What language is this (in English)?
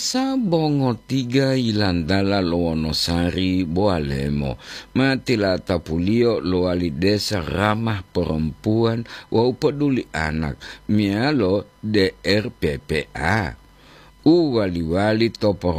Gorontalo